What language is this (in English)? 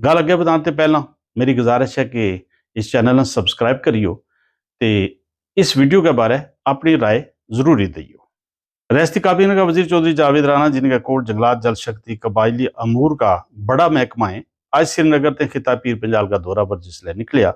Gujari